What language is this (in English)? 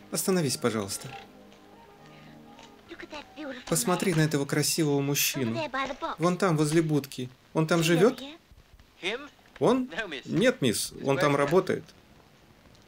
Russian